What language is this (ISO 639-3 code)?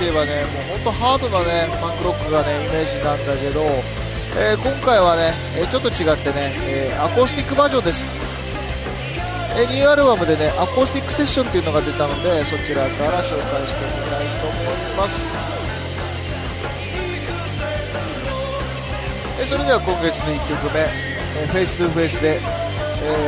jpn